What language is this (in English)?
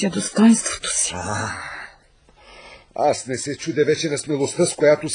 Bulgarian